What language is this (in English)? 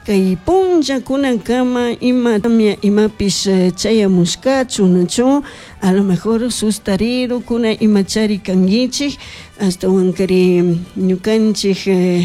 Chimborazo Highland Quichua